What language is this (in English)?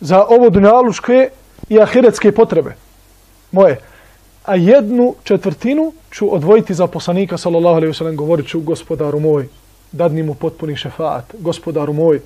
Bosnian